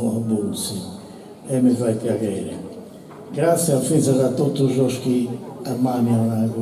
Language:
Sardinian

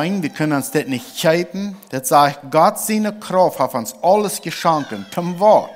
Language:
Plautdietsch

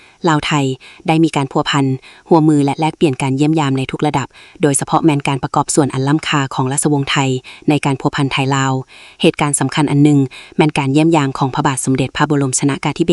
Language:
Lao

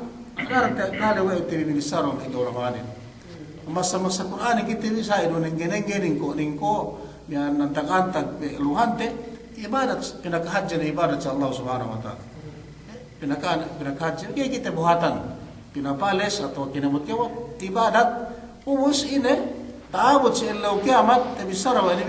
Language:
Yakan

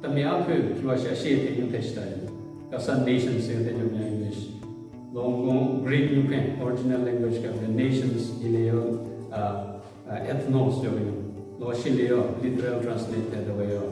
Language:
Southern Rengma Naga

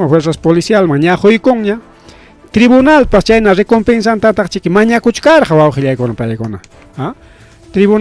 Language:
Ayacucho Quechua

